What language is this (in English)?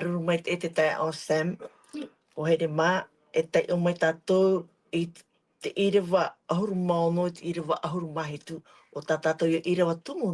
Tahitian